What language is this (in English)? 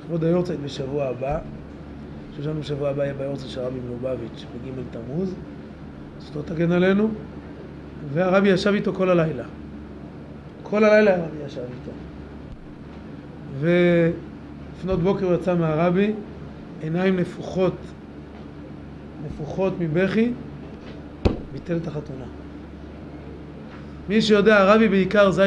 Hebrew